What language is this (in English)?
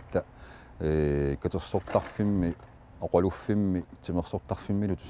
Kalaallisut